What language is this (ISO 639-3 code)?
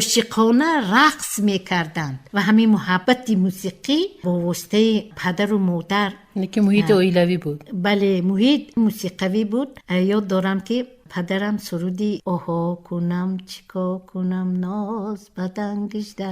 tgk